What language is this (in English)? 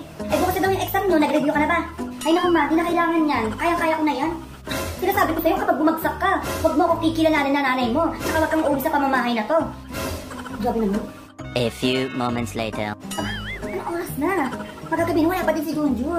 Filipino